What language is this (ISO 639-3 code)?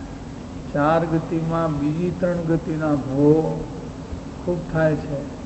guj